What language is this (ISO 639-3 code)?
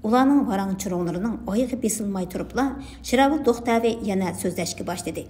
uig